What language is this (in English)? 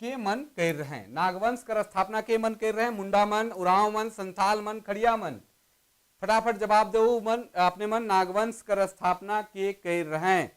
Sadri